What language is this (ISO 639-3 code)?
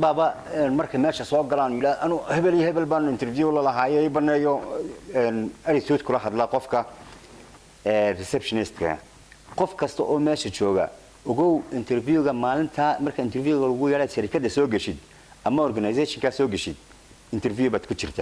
som